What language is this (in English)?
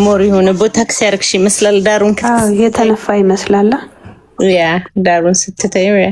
Amharic